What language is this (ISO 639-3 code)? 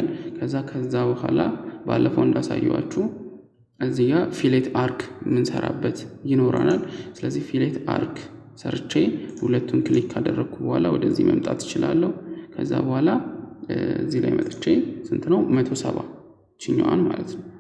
amh